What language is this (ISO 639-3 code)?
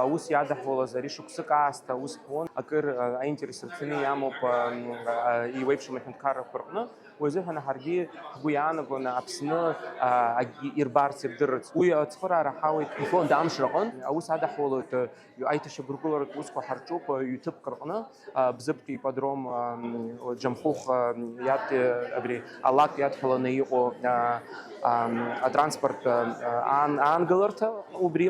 abk